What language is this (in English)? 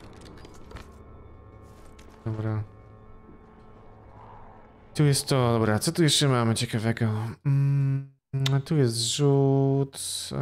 Polish